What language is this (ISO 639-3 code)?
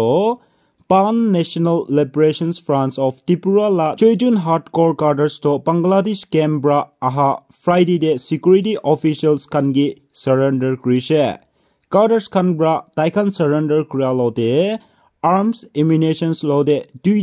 nag